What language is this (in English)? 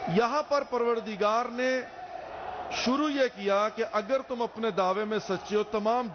Urdu